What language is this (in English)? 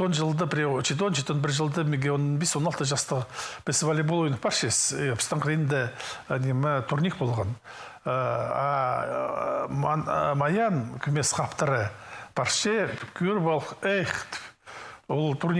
Khakas